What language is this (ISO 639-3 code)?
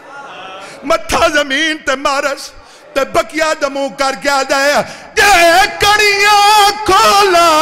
skr